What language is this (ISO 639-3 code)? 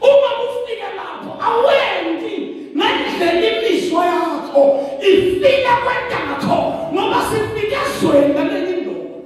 zul